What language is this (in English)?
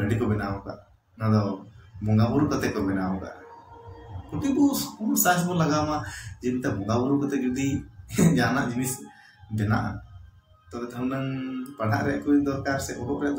Santali